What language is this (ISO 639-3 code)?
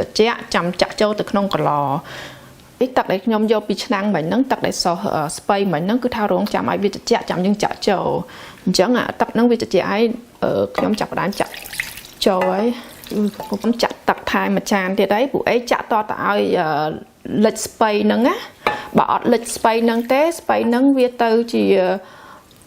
khm